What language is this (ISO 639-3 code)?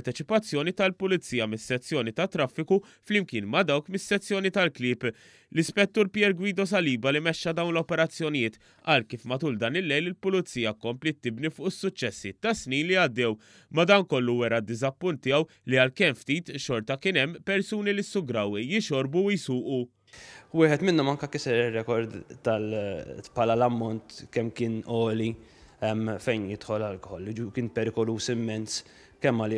mlt